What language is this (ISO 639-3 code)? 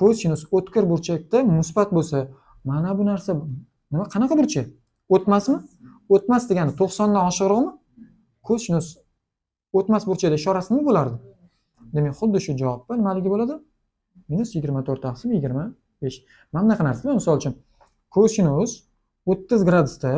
uzb